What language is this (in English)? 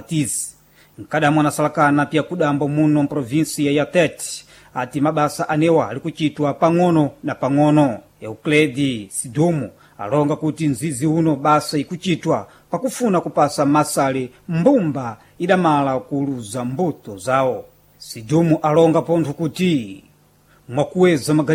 Sena